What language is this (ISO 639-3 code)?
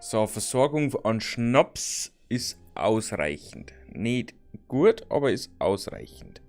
bar